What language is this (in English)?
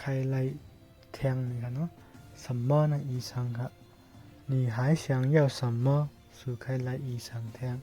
Shan